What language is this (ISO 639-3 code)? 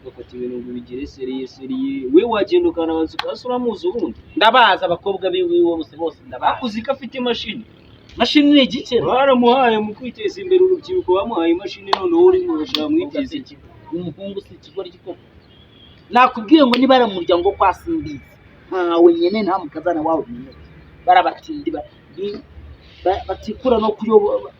kin